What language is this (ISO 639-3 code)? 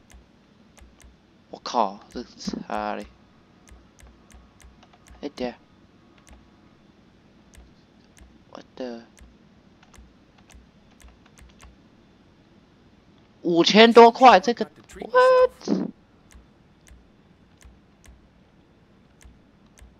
zho